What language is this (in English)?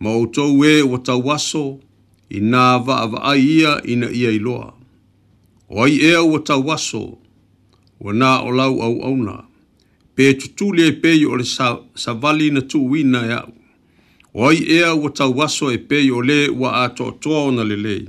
Samoan